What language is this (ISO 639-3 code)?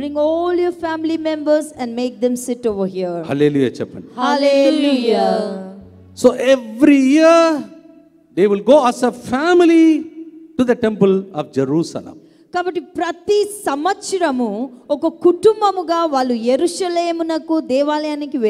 tel